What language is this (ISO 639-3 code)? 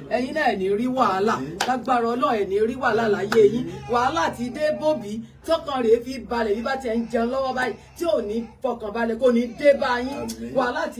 yor